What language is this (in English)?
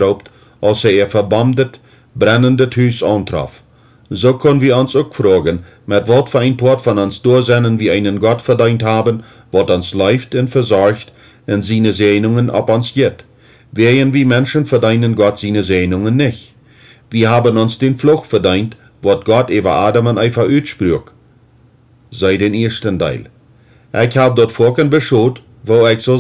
Plautdietsch